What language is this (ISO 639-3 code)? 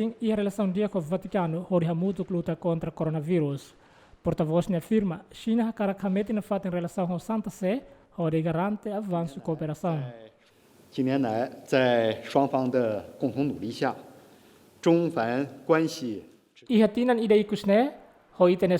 tet